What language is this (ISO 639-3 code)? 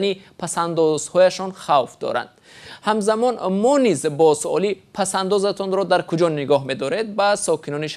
tgk